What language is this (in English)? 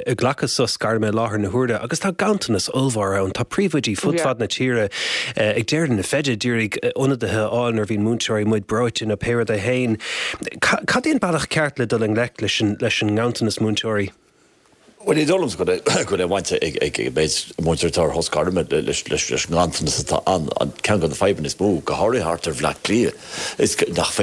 Irish